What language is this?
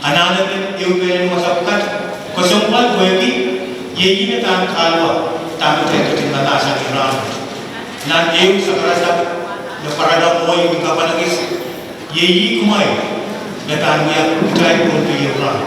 Pohnpeian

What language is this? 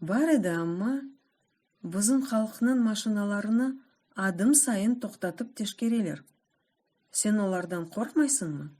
Crimean Tatar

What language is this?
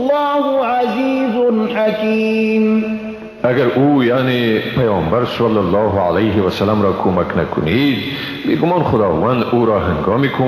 Persian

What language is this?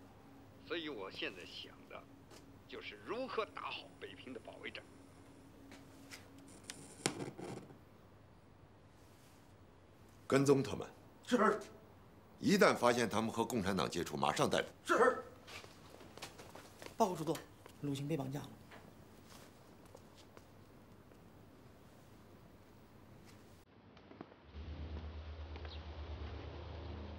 Chinese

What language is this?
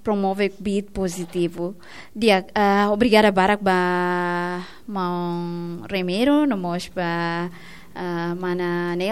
Tetum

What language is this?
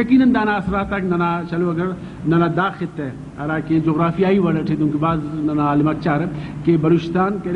Brahui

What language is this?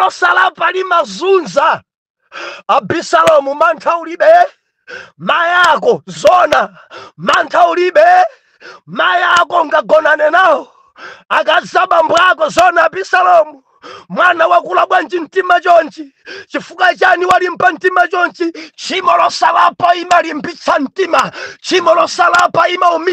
Nyanja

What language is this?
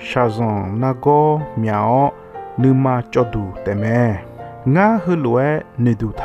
Akha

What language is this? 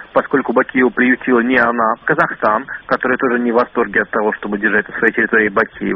Russian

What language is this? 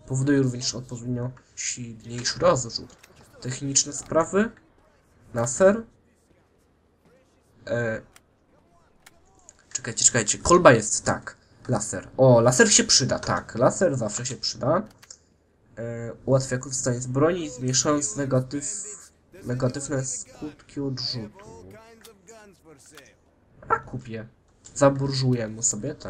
Polish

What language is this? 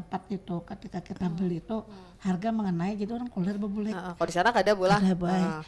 Banjar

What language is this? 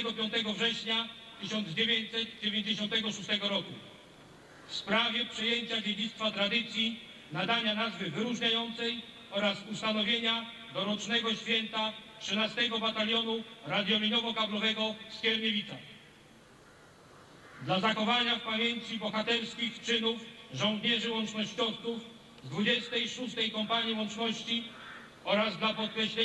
Polish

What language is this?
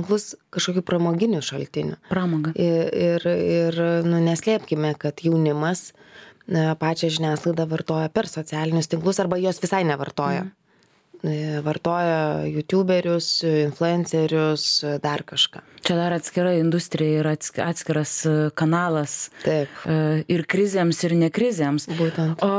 Lithuanian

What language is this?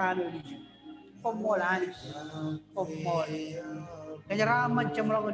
Marshallese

